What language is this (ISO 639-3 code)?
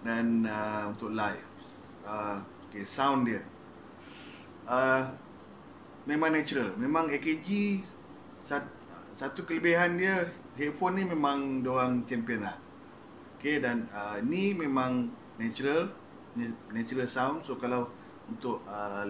msa